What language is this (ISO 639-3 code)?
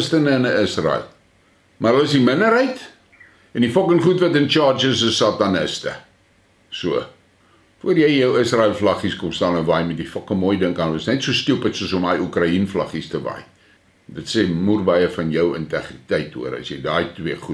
afr